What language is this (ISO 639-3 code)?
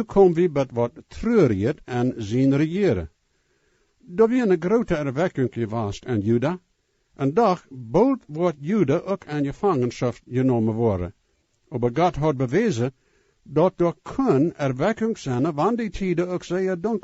pdt